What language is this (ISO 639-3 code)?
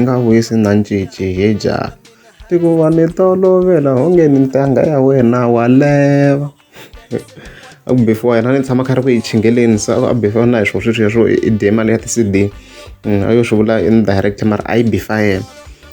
tso